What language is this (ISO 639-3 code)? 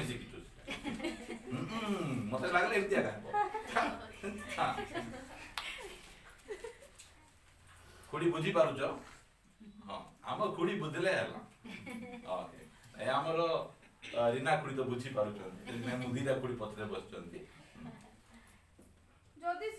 ori